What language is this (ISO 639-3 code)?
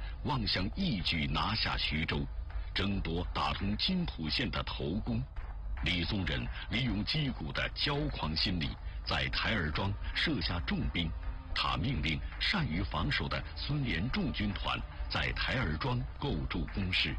zho